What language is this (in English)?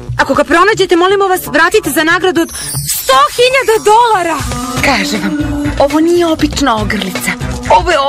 Serbian